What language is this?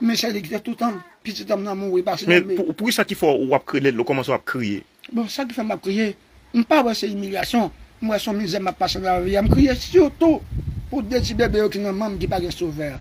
Haitian Creole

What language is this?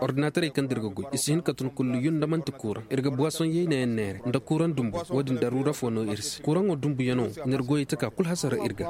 Koyraboro Senni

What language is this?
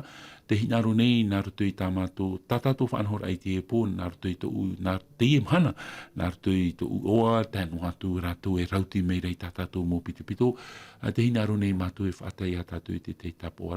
Tahitian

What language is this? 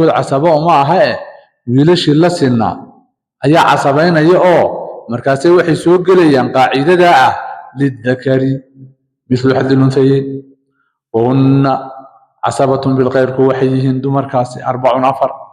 Somali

